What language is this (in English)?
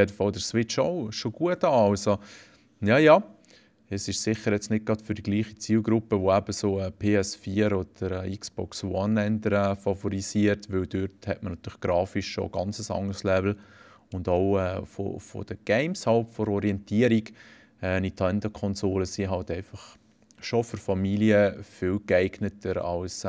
Swiss German